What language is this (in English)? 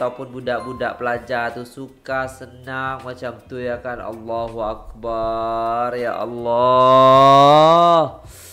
Malay